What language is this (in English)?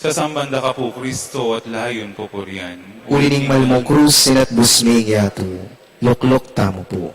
Pampanga